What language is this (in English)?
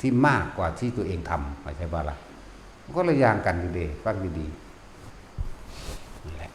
Northeastern Thai